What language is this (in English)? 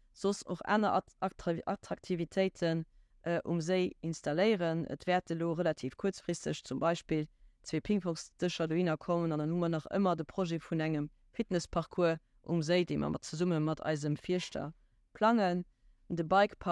Luxembourgish